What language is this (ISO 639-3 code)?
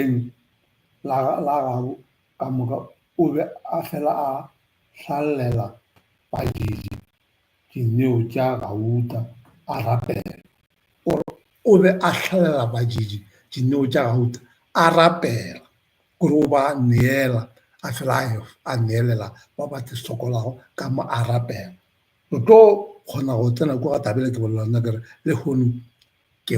nso